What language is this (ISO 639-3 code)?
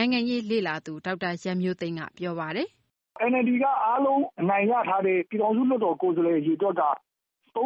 mya